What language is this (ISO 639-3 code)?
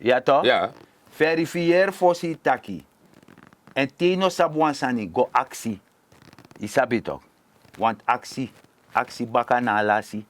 srn